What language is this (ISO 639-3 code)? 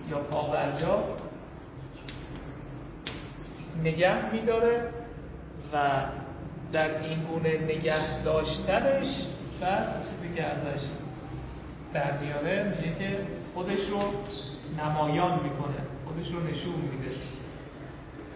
fas